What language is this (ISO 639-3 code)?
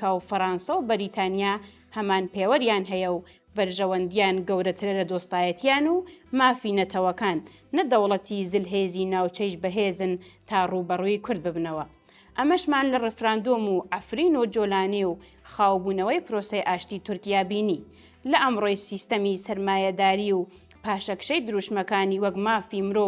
ckb